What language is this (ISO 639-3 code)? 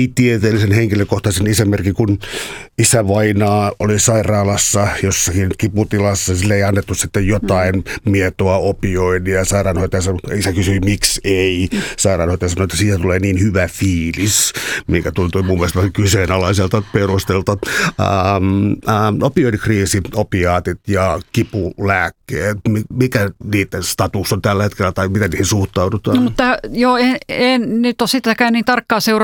fin